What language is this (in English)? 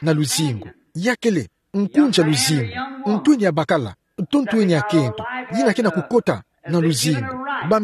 Kituba (Democratic Republic of Congo)